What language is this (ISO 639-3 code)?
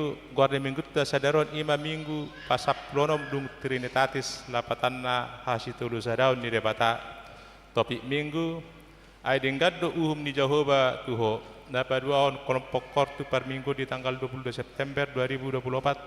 bbc